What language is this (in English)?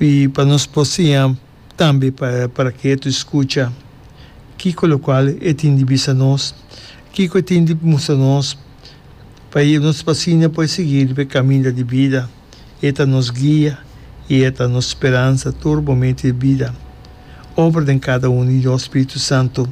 Papiamento